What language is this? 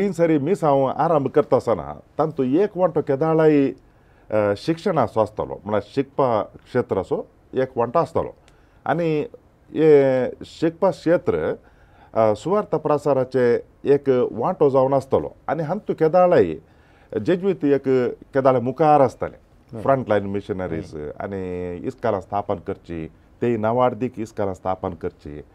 Konkani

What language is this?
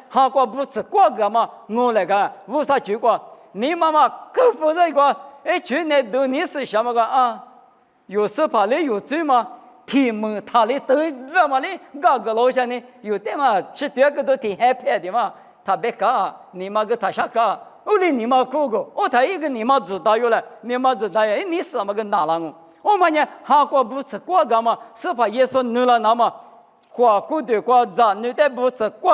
Lisu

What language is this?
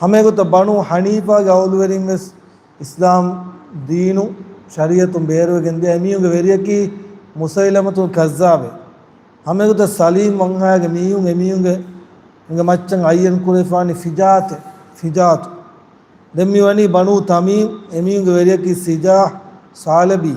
Divehi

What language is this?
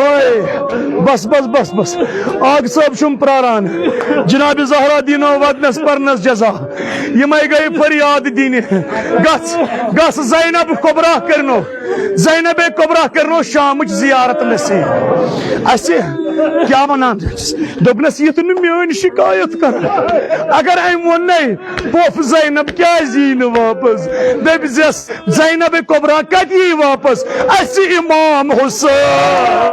Kashmiri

